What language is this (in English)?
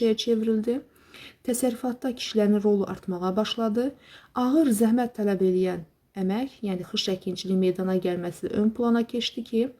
Azerbaijani